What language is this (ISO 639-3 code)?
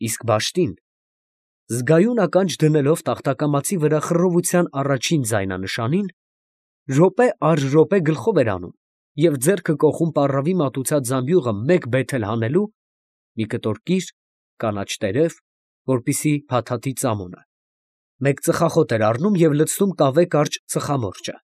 hye